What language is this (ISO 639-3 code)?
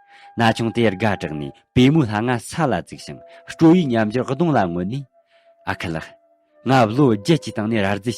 bod